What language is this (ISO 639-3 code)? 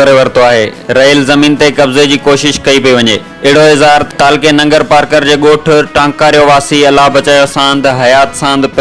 snd